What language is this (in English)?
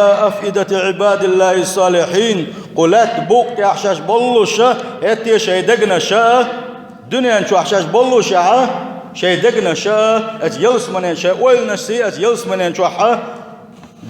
Chechen